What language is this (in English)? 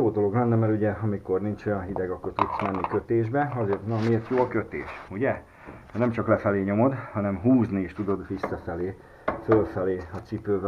Hungarian